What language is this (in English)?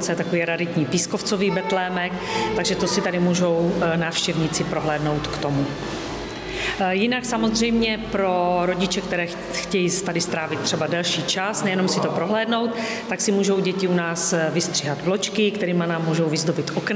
Czech